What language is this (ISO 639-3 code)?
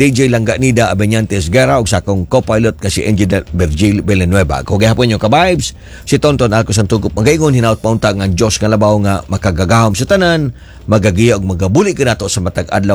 ceb